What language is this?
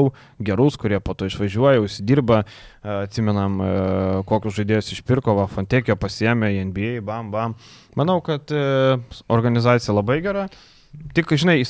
Lithuanian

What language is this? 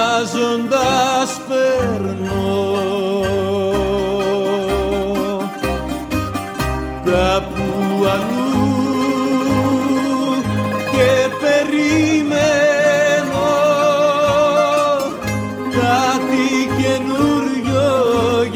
Greek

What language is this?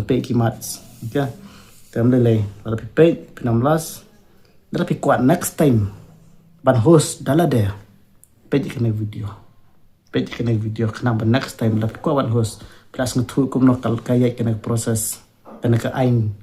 Khasi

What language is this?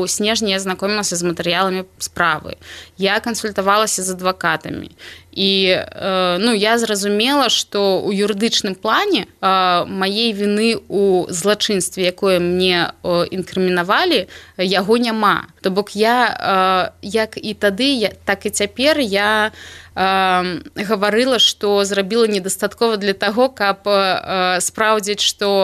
Belarusian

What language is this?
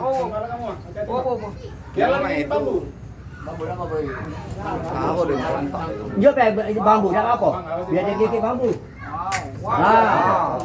Musi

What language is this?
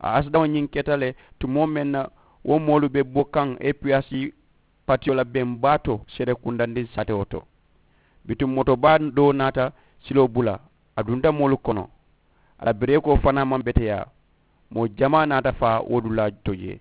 Mandingo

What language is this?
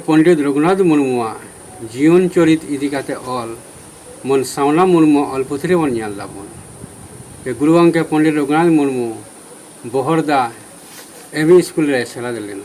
Santali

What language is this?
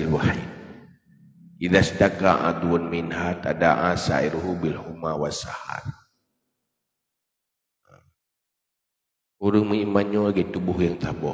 Achinese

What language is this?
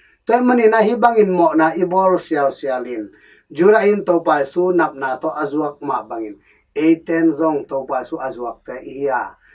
Tedim Chin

